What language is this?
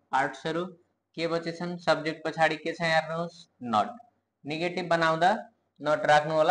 Nepali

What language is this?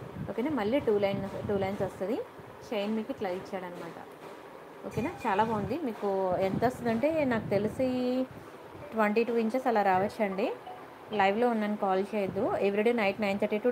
Telugu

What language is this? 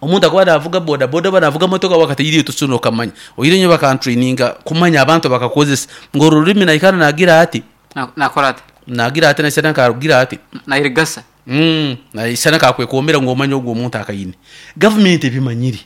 Nyankole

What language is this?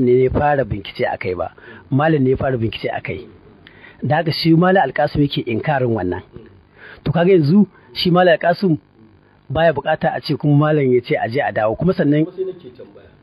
Hausa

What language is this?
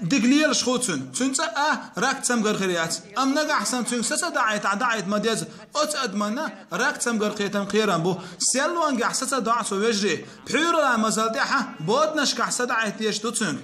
Chechen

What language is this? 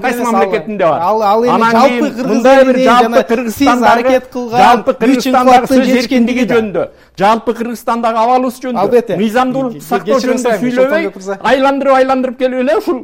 Kyrgyz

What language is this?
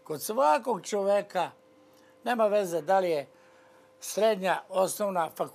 Serbian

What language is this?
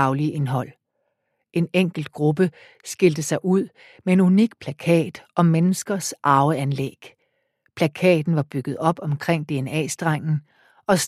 Danish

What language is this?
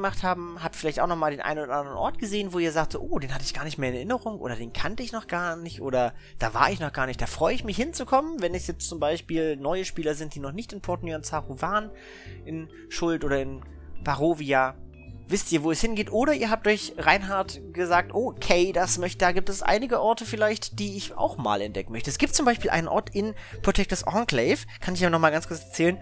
German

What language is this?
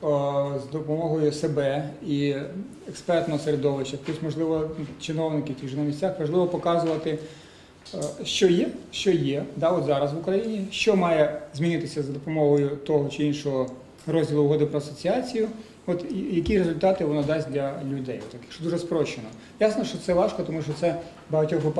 Ukrainian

